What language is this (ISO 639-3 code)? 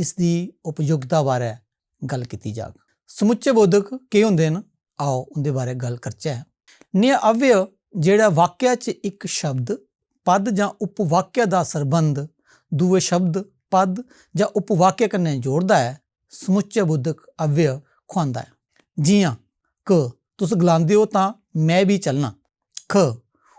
doi